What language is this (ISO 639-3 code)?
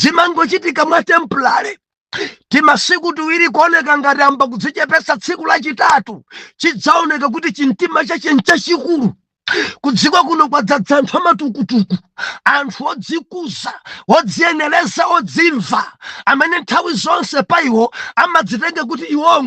nya